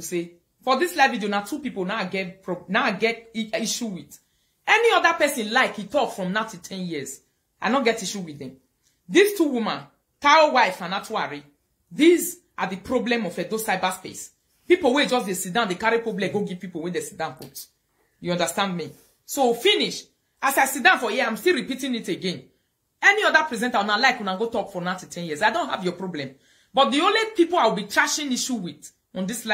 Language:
Nigerian Pidgin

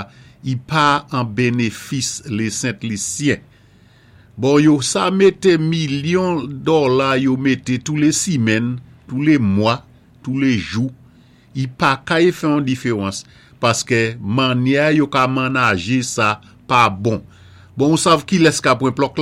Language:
Saint Lucian Creole French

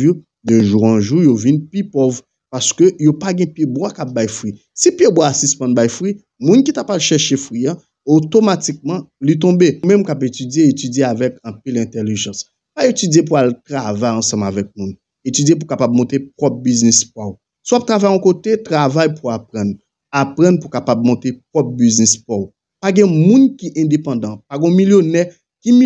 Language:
Haitian Creole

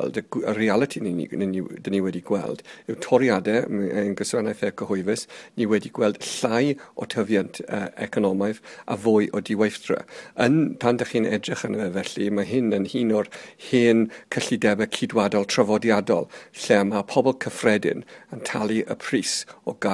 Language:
Welsh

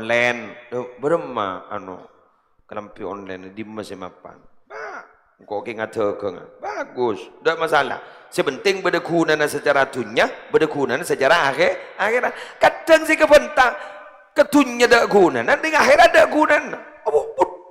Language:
Madurese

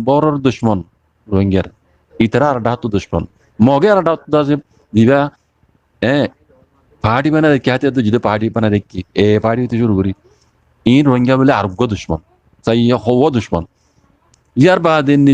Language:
Rohingya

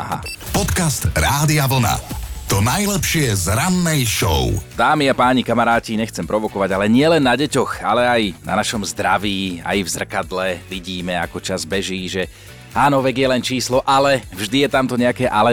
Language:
Slovak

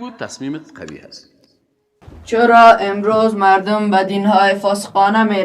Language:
Persian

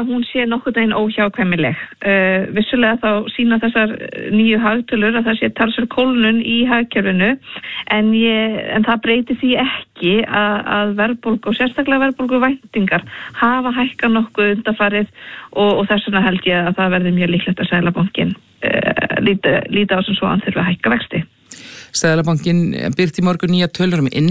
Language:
Icelandic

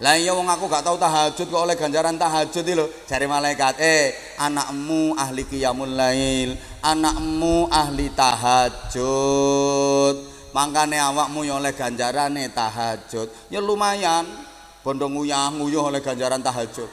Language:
Javanese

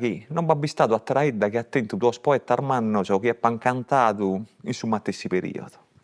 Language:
Sardinian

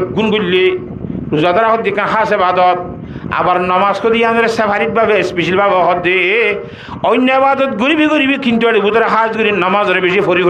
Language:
Rohingya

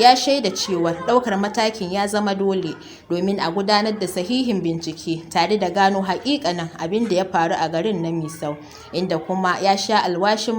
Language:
Hausa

